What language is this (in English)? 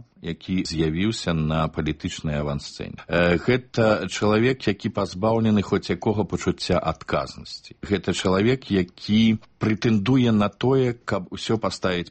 Belarusian